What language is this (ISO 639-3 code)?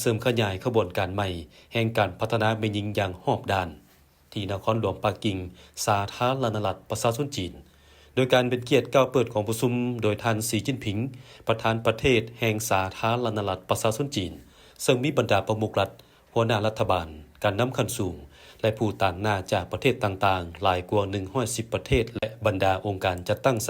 lao